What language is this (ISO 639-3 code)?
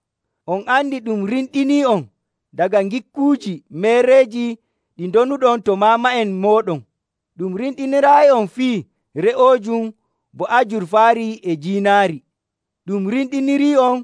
fuv